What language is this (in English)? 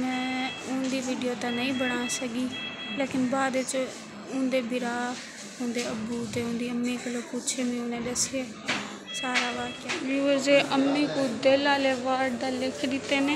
Saraiki